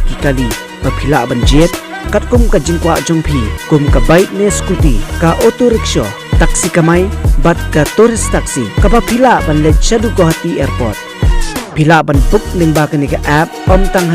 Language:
Khasi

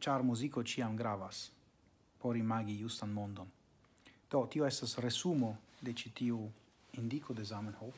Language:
Esperanto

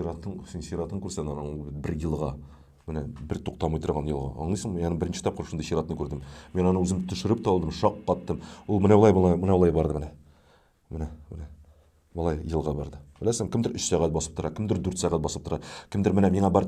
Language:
Tatar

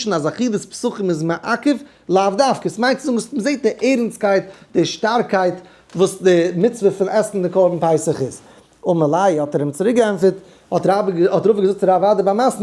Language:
Yiddish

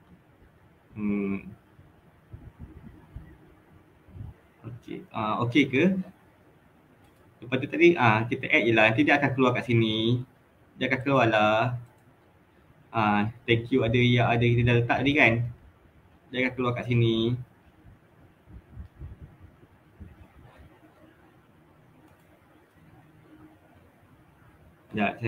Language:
Malay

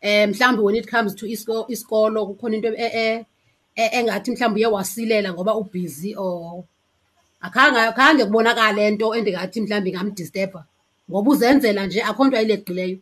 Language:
Xhosa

